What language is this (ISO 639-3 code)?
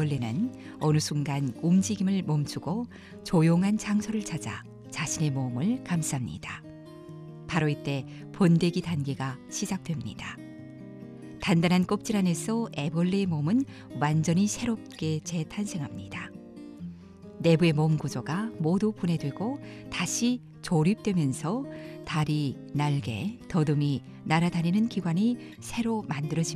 kor